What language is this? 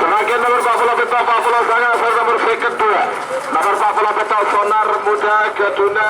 Madurese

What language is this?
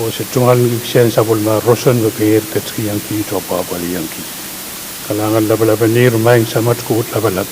Pohnpeian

